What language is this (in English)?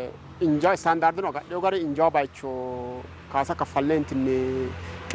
Sidamo